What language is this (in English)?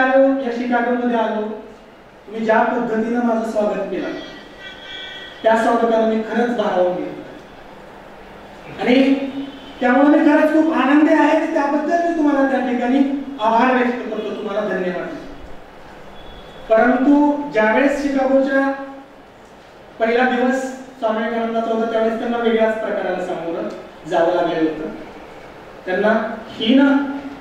Marathi